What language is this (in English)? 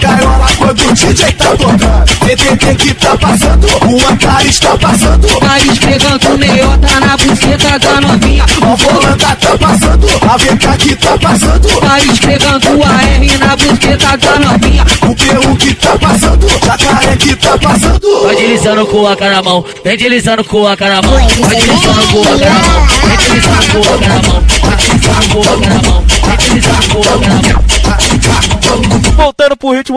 Portuguese